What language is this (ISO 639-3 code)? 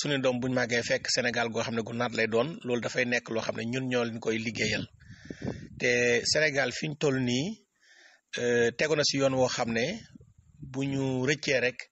wol